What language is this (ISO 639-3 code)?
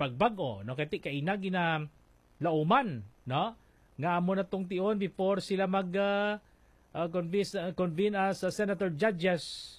hil